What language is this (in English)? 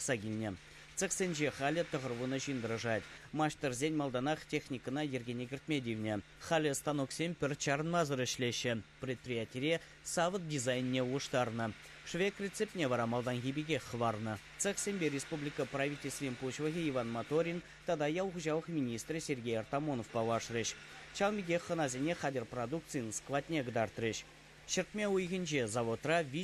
Chuvash